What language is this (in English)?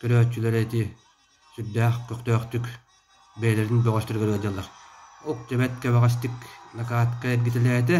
Yakut